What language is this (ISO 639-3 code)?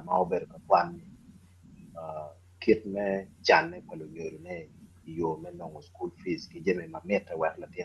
ach